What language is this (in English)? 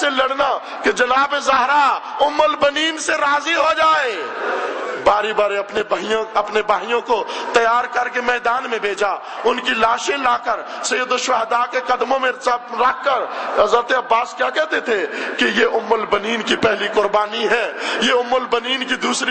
Urdu